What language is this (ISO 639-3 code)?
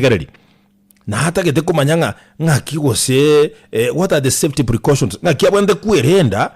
guz